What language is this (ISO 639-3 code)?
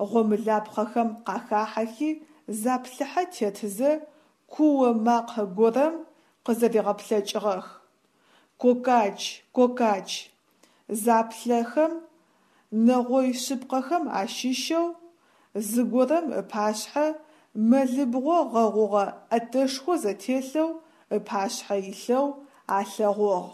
ady